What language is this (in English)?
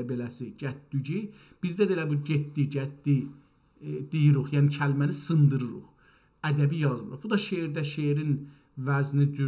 South Azerbaijani